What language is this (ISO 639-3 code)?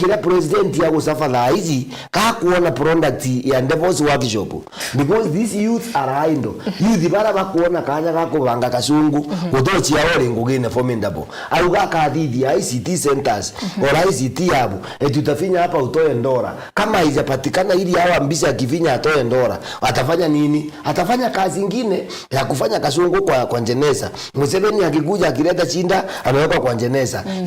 mer